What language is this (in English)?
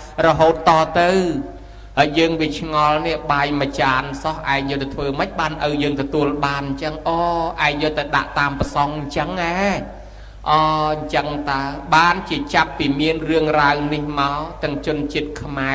Khmer